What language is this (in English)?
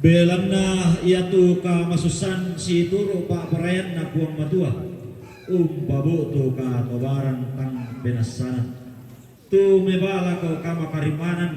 Toraja-Sa'dan